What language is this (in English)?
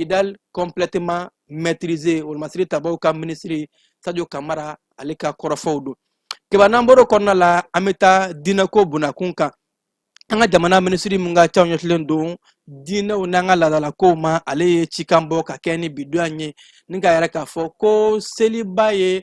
Bambara